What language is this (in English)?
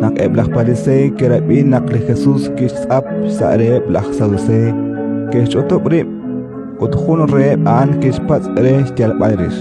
Kekchí